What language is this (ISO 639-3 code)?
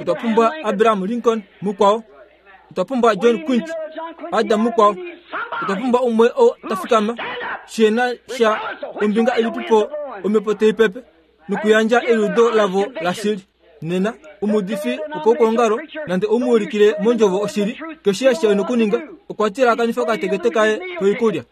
kua